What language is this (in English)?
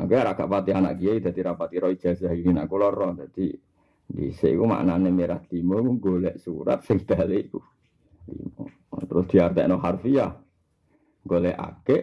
Javanese